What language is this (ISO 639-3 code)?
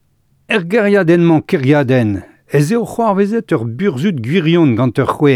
bre